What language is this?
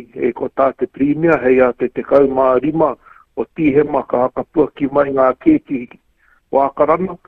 Māori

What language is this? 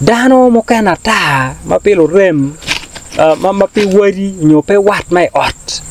Acoli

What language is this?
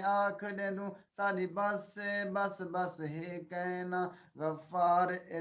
Saraiki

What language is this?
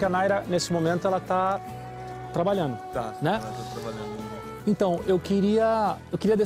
Portuguese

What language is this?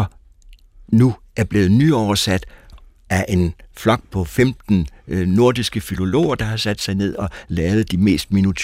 Danish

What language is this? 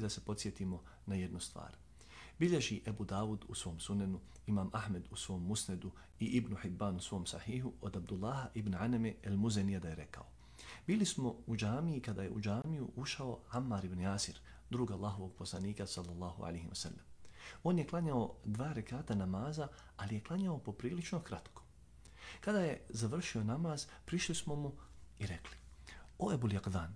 Bosnian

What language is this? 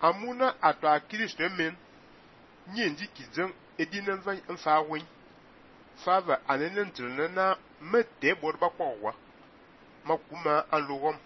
Fang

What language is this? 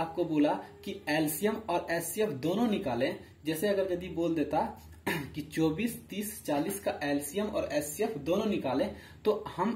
Hindi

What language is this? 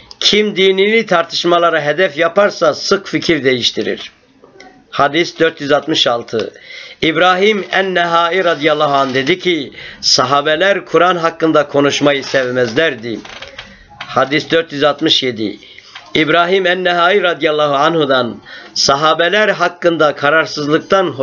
Turkish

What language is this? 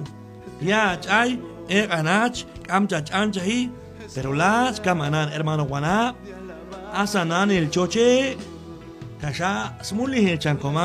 Q'anjob'al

